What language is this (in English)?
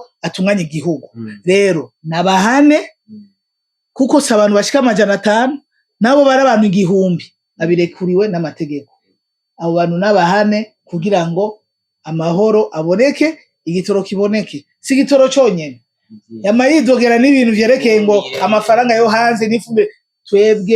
Rundi